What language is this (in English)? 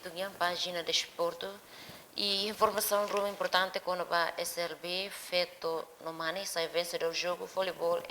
Tetum